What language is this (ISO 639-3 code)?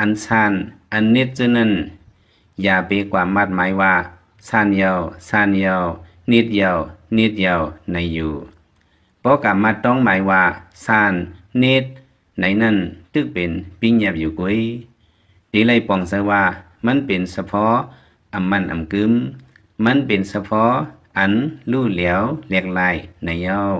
lao